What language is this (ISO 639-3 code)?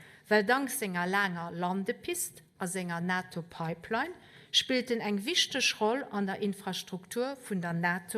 ltz